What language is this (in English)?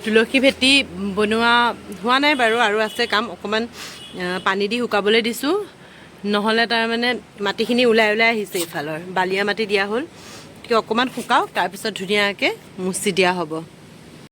Assamese